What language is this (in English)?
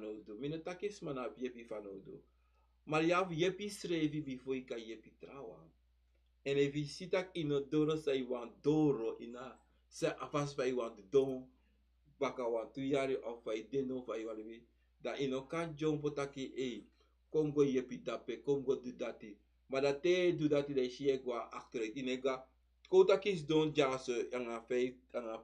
Sranan Tongo